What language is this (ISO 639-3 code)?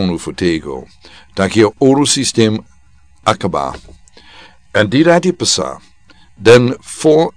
srn